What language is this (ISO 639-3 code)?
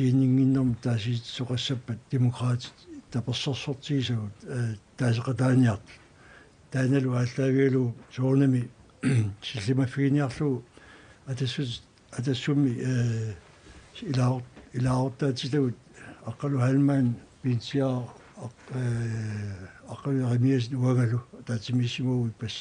kal